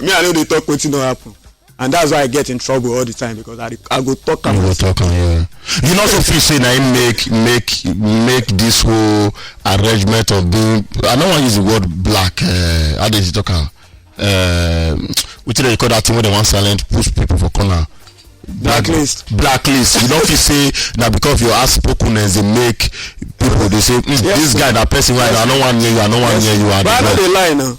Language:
Nigerian Pidgin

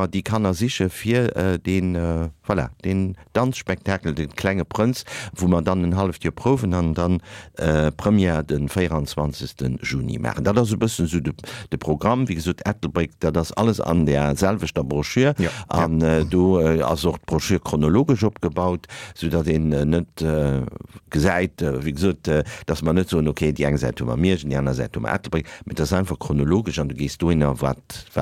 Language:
Luxembourgish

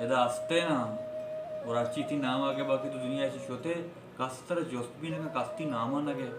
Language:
Baluchi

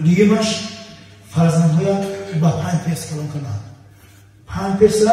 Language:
Tajik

